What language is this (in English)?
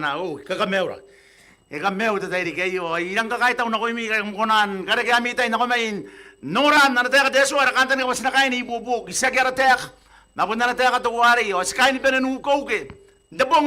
Gilbertese